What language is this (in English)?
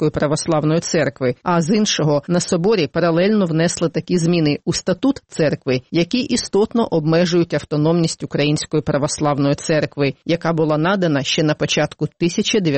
Ukrainian